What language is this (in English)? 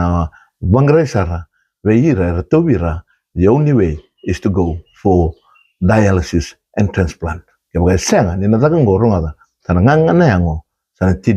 Fijian